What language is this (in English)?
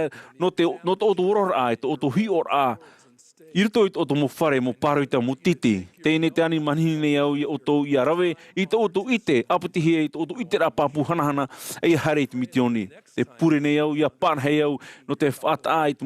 Tahitian